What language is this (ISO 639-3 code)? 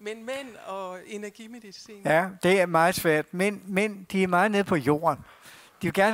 dan